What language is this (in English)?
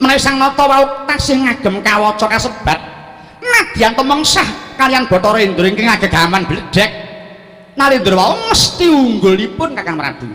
Javanese